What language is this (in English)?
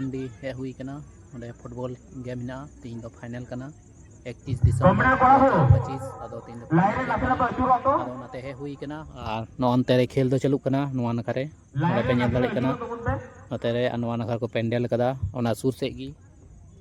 Santali